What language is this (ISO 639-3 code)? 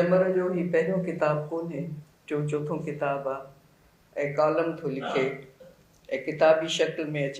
snd